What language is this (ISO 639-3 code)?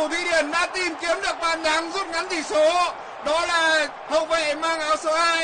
vie